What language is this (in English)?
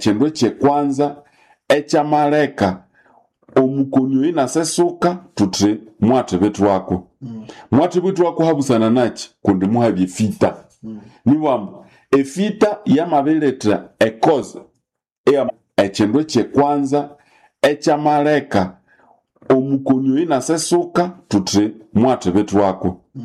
Nande